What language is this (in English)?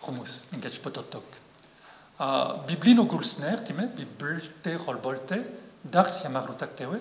Breton